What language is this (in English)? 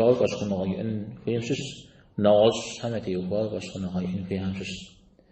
Kabardian